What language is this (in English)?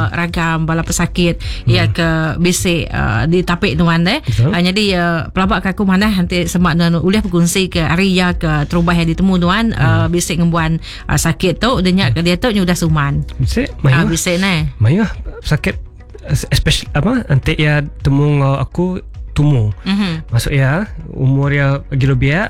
Iban